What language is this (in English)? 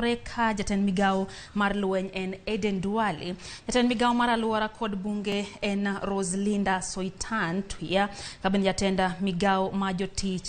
Luo (Kenya and Tanzania)